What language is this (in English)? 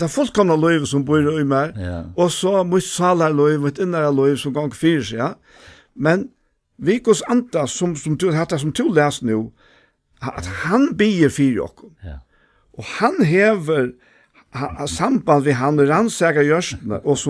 Faroese